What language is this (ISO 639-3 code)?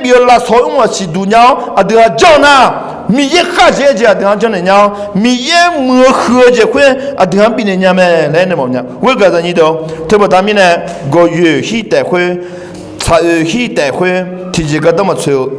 ahk